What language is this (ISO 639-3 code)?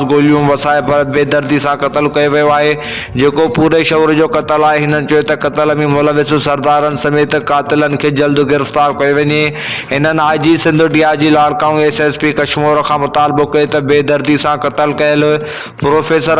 snd